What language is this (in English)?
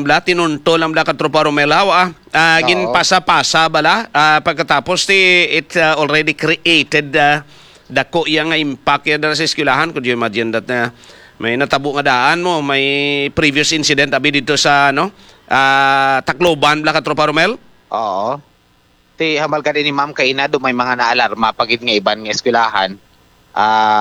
Hiligaynon